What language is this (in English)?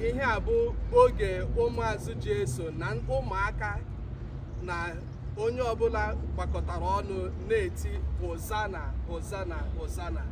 Igbo